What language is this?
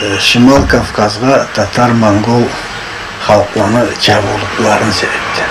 Karachay-Balkar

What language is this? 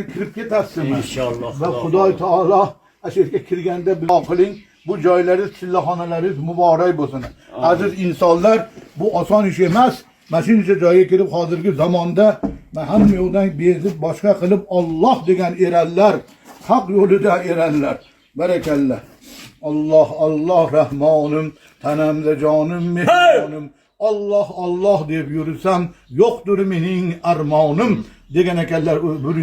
Uzbek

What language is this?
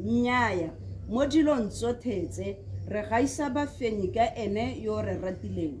Tswana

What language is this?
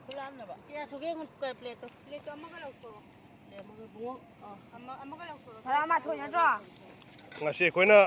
Manipuri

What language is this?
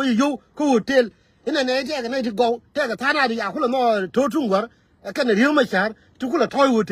Nuer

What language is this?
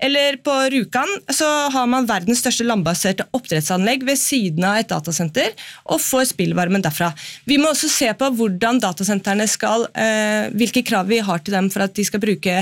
Norwegian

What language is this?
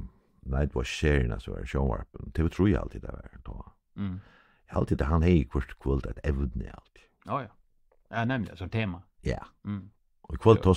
Faroese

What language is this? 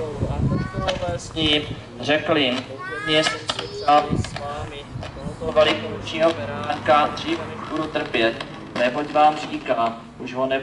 Czech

